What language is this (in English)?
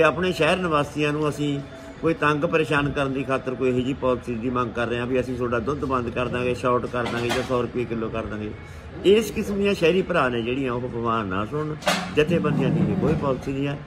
Punjabi